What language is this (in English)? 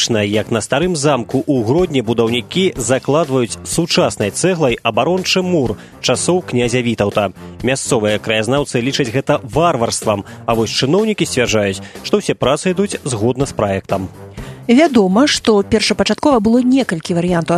Belarusian